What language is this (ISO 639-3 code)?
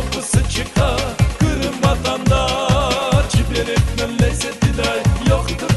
crh